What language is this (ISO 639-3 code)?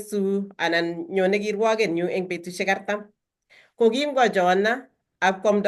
kln